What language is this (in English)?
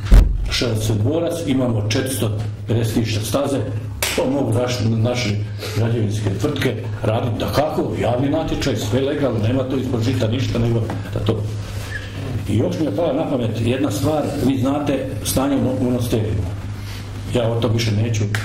Croatian